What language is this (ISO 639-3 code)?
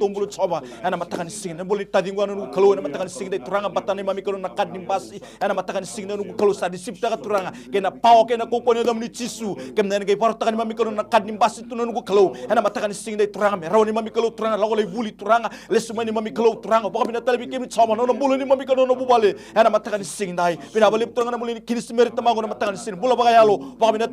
fij